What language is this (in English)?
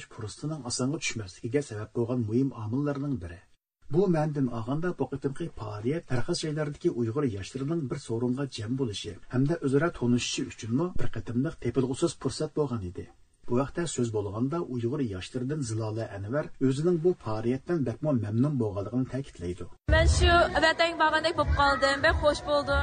Uyghur